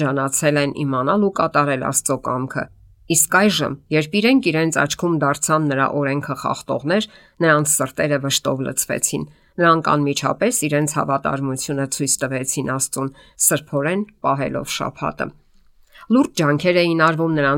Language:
Armenian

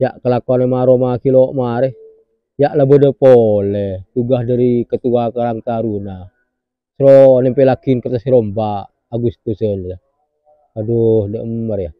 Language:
Madurese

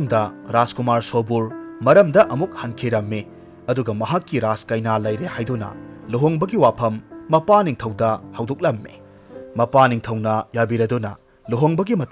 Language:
Manipuri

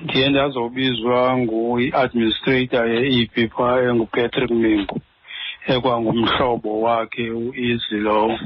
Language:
Xhosa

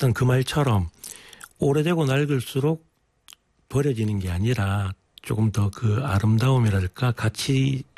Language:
Korean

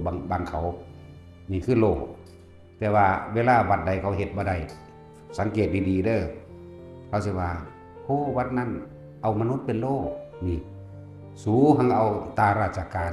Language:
Northeastern Thai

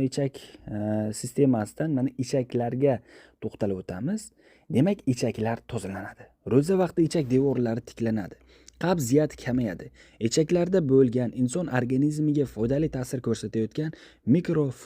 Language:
Uzbek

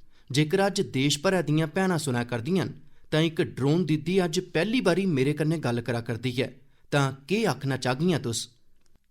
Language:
Dogri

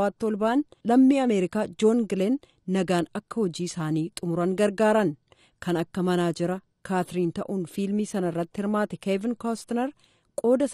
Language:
Oromo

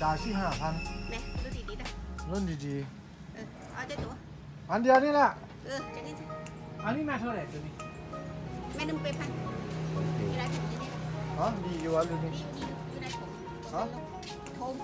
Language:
Lao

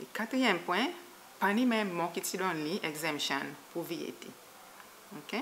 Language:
Seselwa Creole French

